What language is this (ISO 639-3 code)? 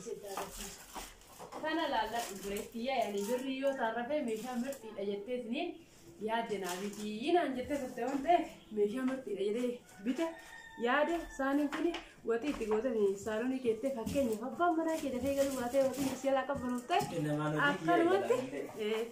orm